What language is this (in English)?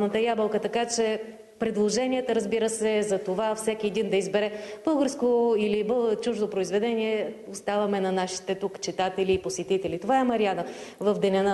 Bulgarian